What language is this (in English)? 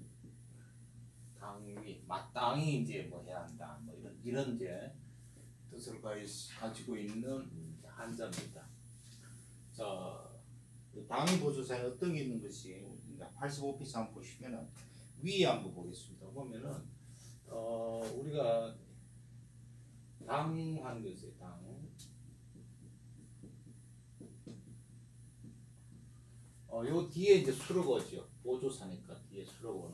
Korean